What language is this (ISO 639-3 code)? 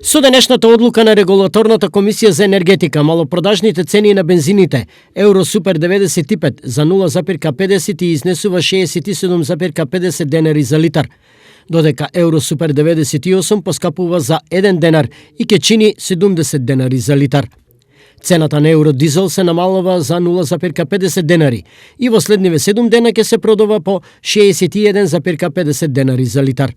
mkd